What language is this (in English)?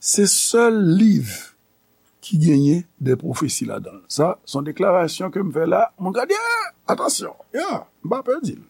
Haitian Creole